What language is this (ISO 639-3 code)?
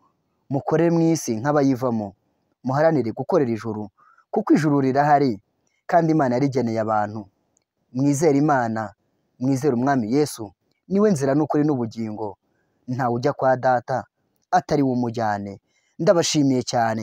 kin